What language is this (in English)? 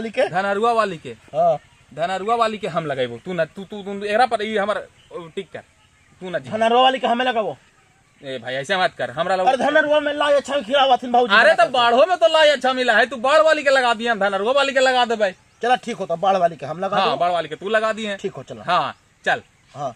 Magahi